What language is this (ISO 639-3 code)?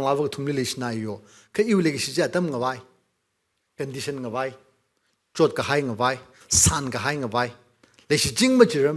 nmf